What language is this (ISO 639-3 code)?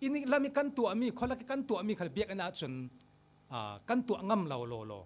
cfm